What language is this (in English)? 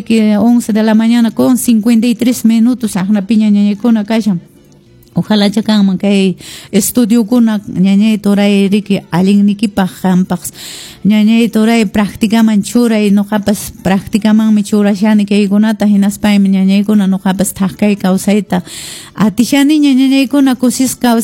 Quechua